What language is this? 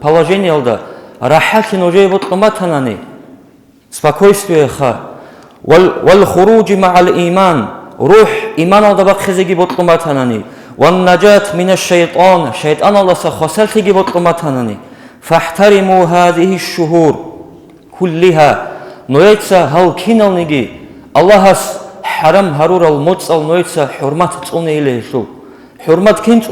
Avaric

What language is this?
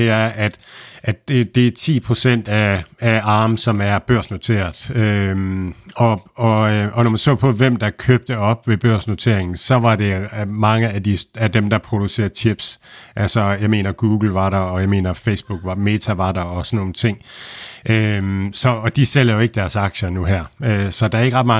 Danish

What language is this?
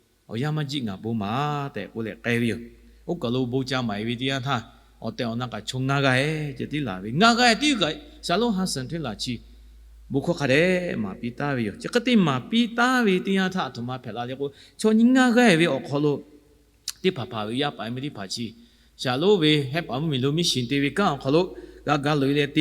Lahu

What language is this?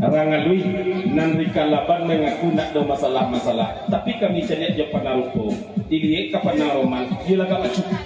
Minangkabau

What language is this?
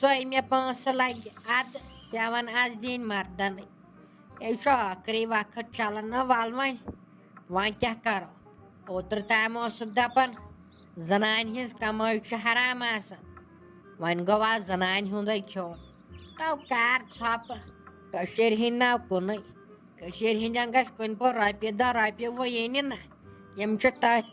Kashmiri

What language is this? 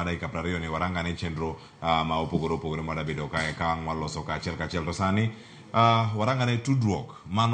Luo (Kenya and Tanzania)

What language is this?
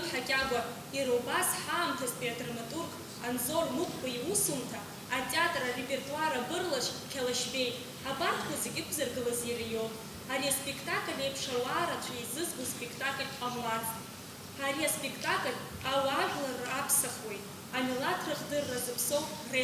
Abkhazian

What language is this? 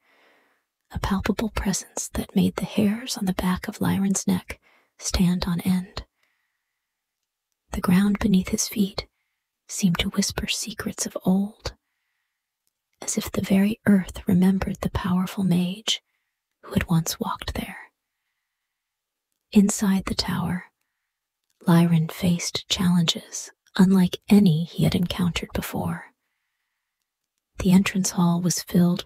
English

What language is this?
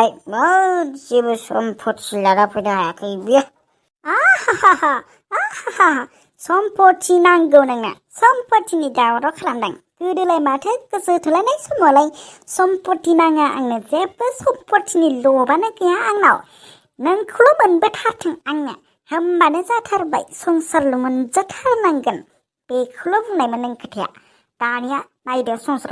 Bodo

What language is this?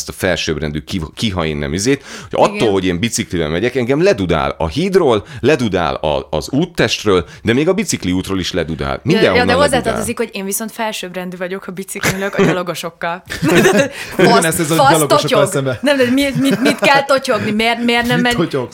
Hungarian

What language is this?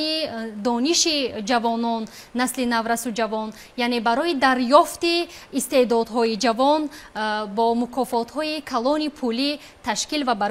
Tajik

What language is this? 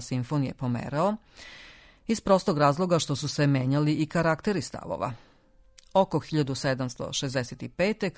Serbian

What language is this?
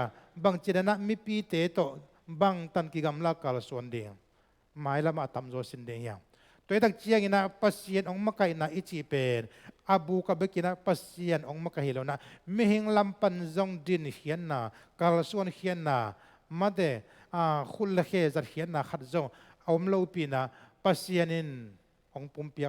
Tedim Chin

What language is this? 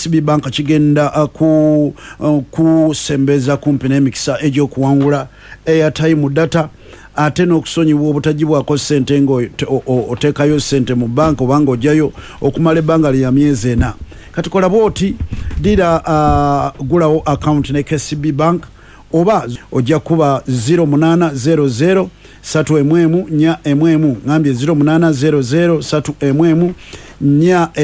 Ganda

